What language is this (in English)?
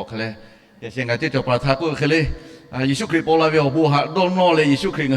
Lahu